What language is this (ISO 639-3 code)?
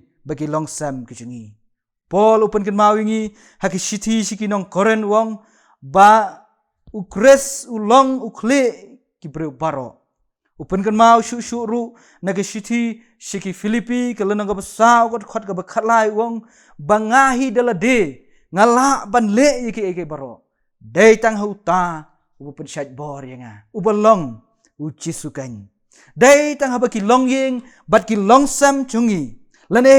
kha